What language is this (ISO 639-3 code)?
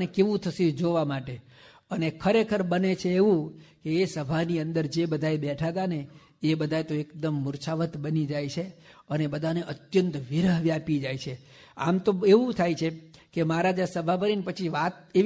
guj